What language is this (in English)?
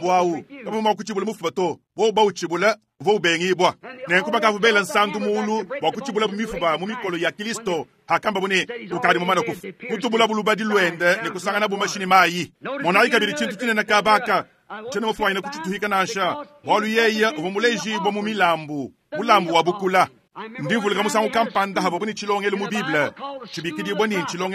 Luba-Lulua